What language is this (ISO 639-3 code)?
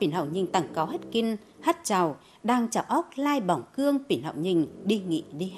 tyz